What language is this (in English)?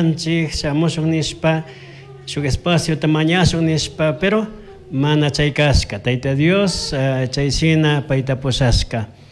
Chimborazo Highland Quichua